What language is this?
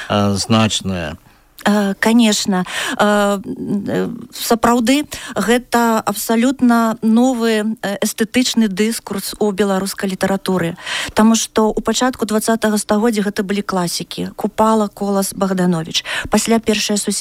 Belarusian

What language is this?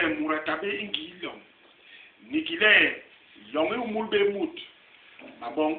Basaa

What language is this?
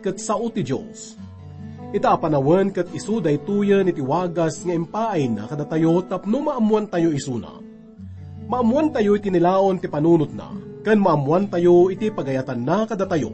Iloko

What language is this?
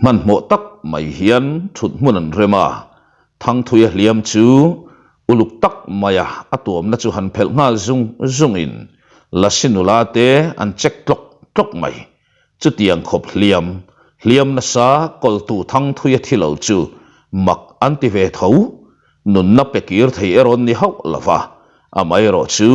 Mizo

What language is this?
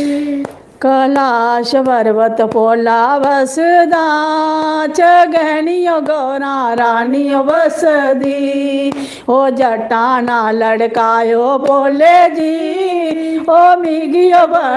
Dogri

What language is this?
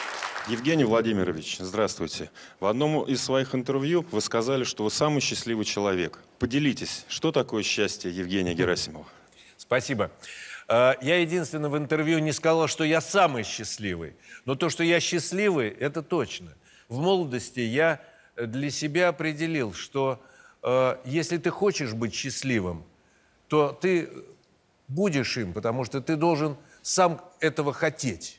Russian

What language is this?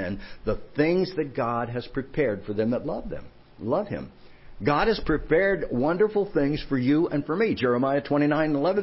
English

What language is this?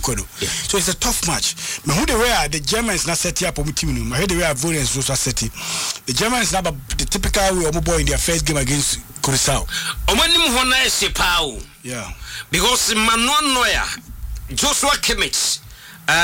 English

